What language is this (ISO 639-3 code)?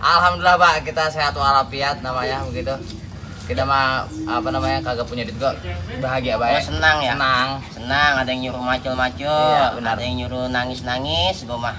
bew